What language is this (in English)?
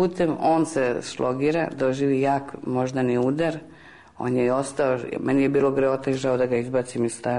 Serbian